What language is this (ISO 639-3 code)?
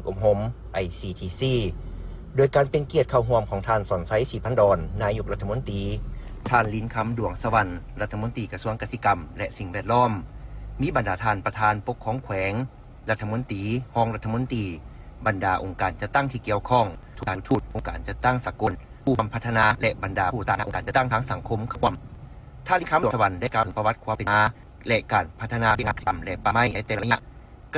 lao